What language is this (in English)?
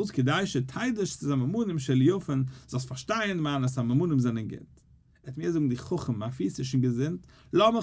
Yiddish